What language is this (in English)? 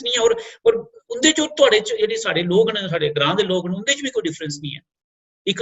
Dogri